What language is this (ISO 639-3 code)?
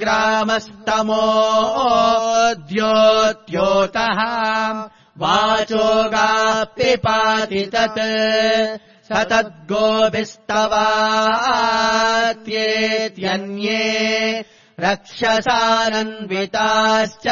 san